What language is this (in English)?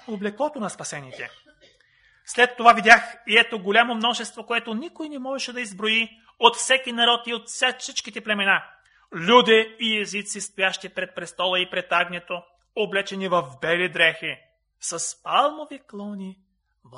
Bulgarian